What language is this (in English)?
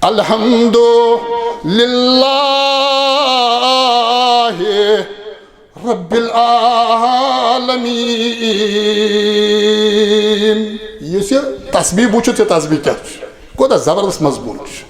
Kashmiri